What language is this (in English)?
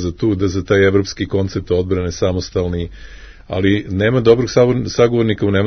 Serbian